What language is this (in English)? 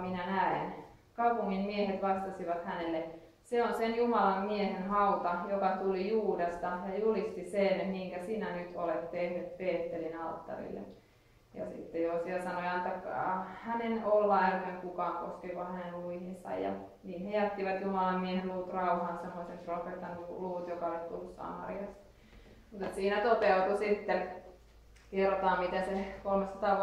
Finnish